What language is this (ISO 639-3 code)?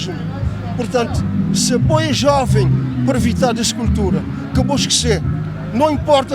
kea